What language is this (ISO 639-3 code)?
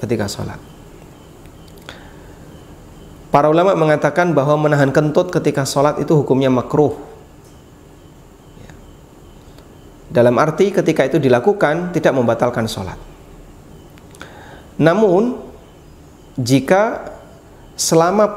ind